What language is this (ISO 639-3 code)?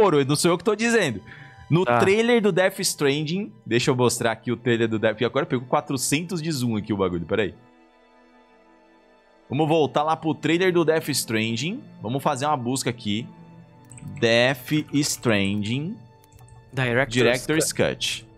por